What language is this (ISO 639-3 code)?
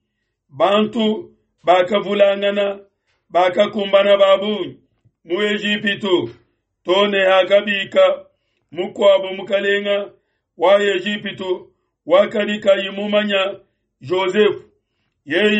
lua